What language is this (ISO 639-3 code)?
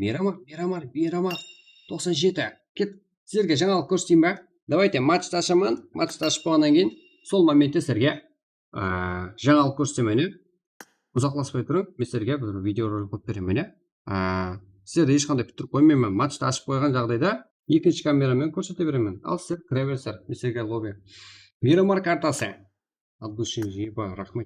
kaa